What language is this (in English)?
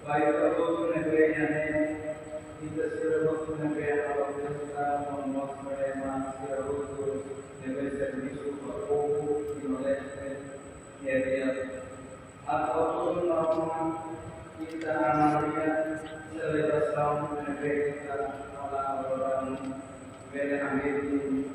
Tetum